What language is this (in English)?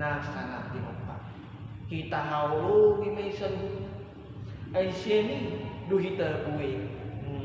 Batak Toba